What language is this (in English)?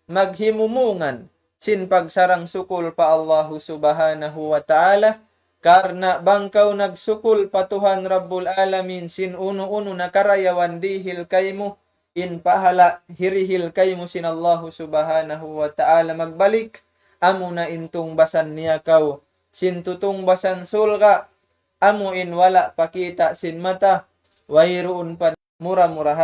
Tausug